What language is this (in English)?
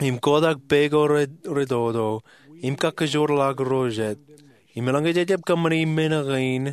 Marshallese